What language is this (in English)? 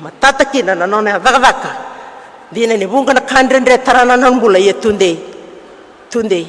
Fijian